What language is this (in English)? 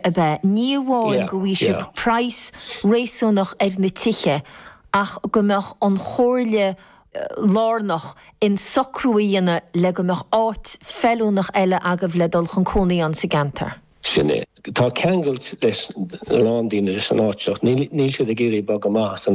Irish